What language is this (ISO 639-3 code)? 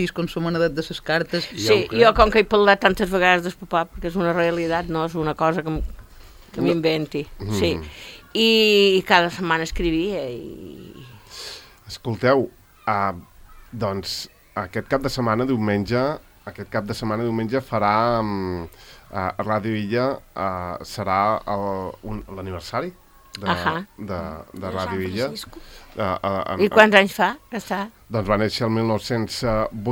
cat